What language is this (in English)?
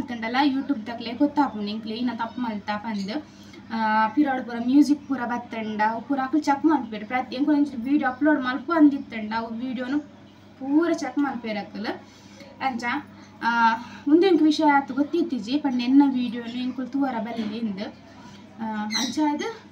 Tulu